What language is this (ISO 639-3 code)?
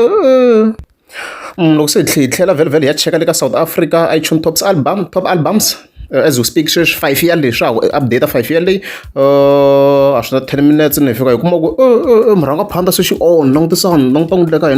tso